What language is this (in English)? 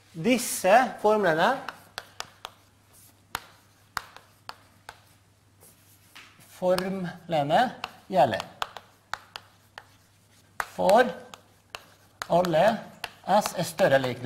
Norwegian